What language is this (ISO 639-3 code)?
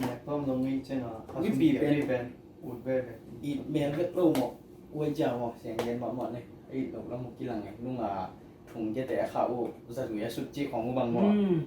ctd